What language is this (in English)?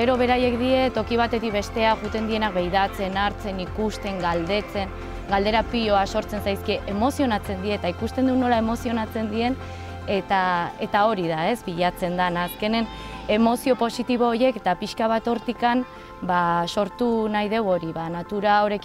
Basque